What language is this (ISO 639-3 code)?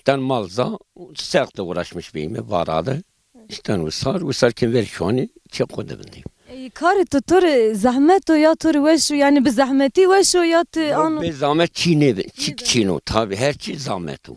zza